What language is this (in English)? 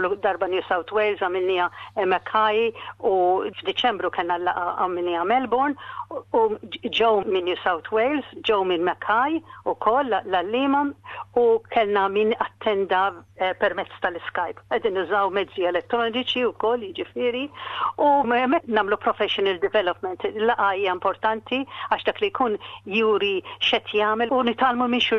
Maltese